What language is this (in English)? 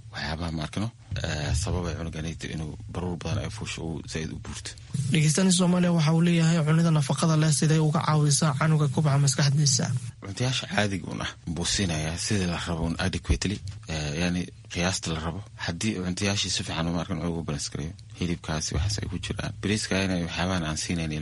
Somali